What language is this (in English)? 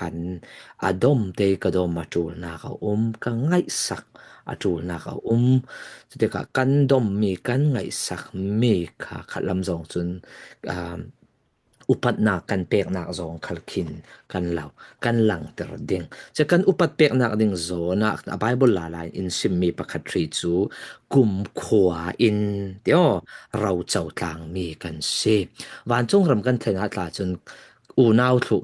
Falam Chin